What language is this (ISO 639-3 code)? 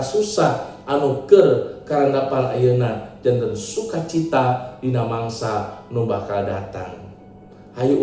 sun